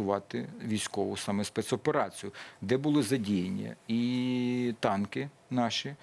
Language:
Ukrainian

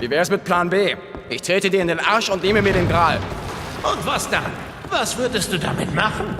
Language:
Swiss German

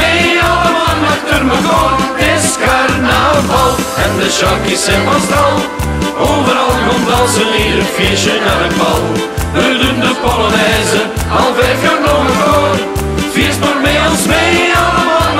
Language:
Dutch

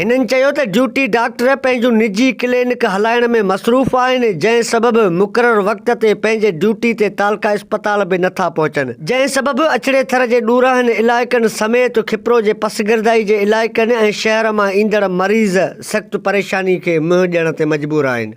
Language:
Sindhi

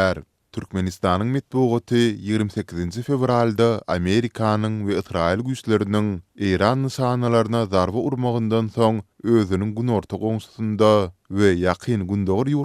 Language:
Turkmen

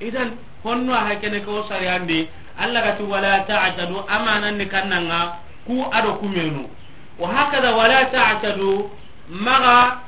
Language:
Soninke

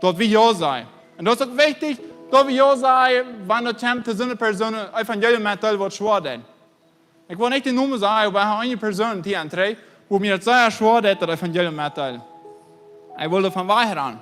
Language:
Plautdietsch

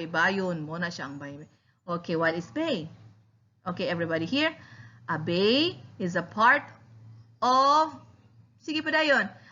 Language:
Cebuano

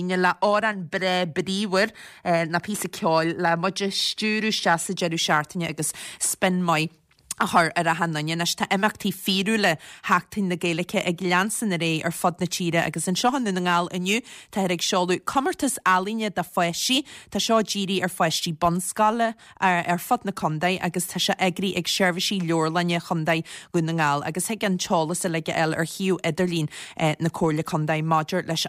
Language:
Irish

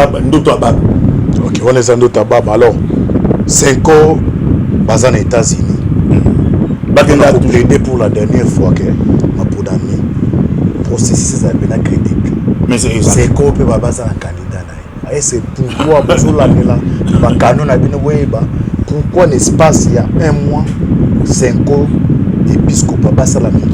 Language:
Lingala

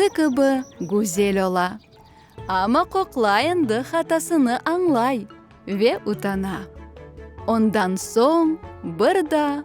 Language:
Crimean Tatar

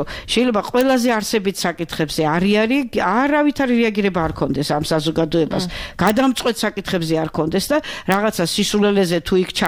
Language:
Georgian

